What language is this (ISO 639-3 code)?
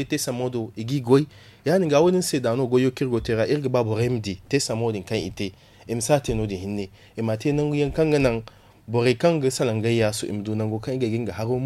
dje